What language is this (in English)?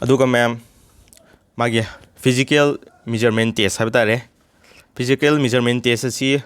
Manipuri